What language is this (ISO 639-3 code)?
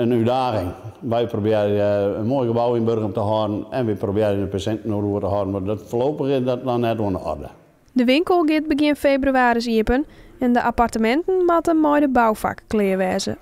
fry